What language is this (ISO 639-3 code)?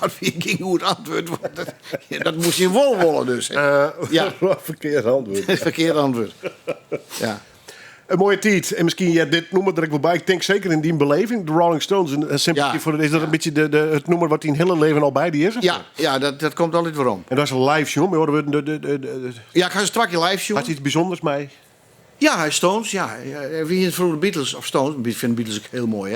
fry